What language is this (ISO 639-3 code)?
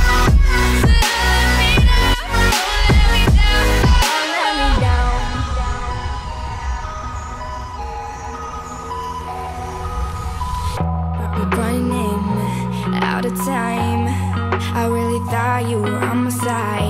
eng